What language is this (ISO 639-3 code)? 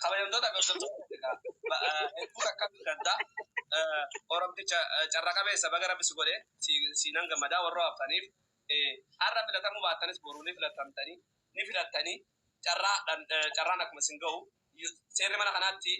orm